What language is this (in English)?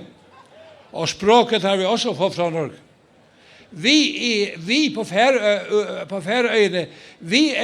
Faroese